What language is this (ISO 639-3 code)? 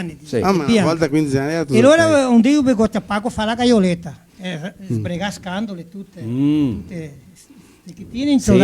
vec